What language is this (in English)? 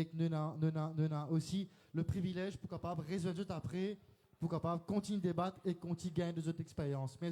Morisyen